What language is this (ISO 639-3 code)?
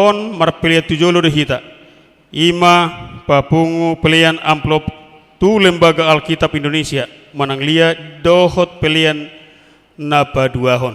bbc